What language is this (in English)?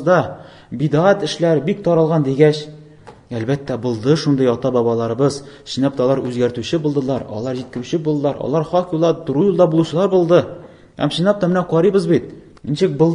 Tatar